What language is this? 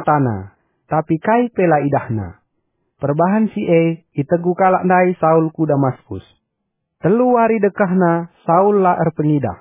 Batak Karo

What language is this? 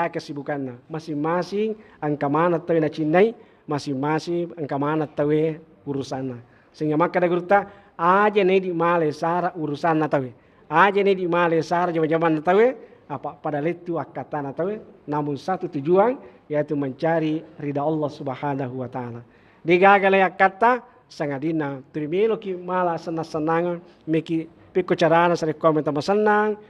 Buginese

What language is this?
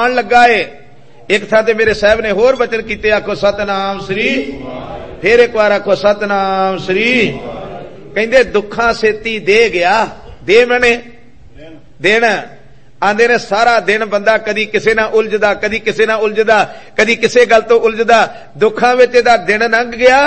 Punjabi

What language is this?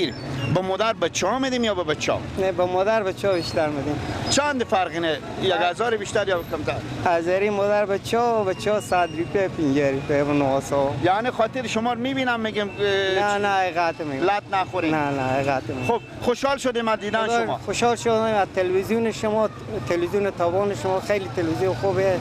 Persian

